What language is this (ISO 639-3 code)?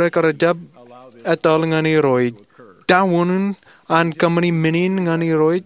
mah